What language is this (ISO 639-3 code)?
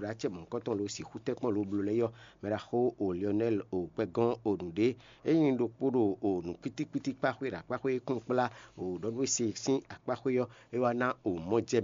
fon